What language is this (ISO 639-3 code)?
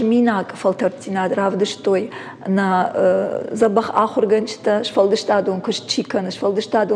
oss